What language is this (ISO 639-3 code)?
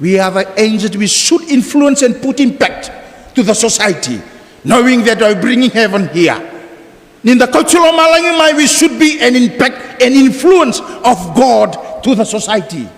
fij